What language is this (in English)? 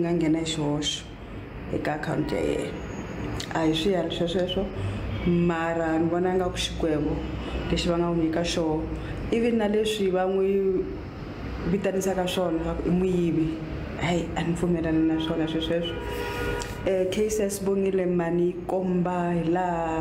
Tsonga